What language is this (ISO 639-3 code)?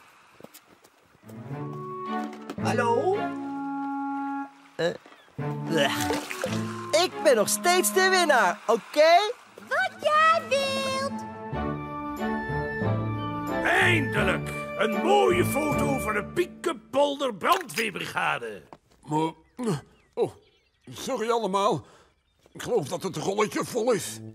nld